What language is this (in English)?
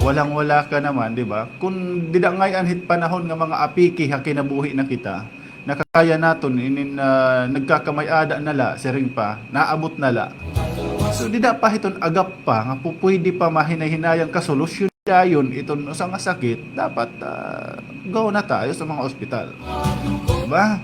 Waray